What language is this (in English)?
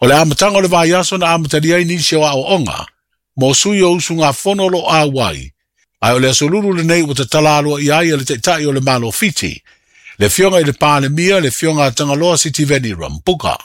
Samoan